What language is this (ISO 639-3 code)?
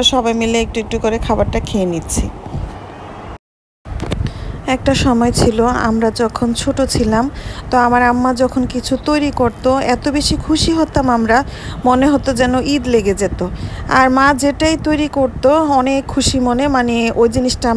ben